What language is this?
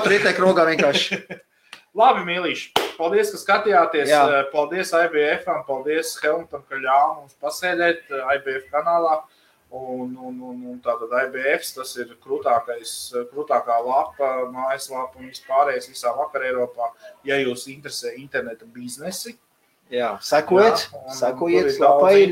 Latvian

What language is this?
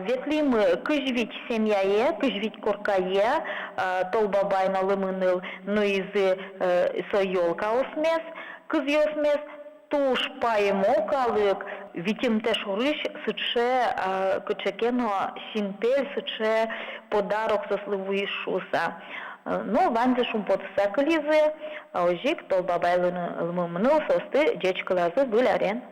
Udmurt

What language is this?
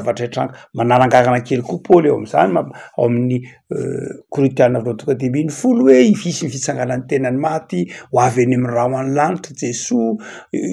Malagasy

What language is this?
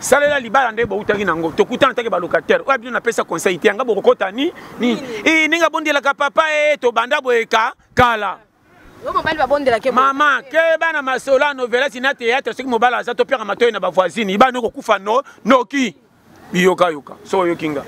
Lingala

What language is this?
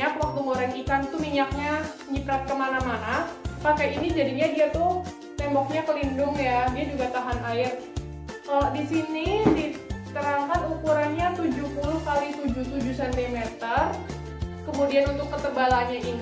Indonesian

